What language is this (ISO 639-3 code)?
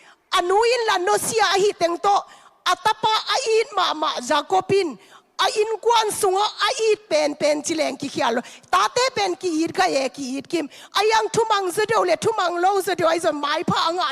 ctd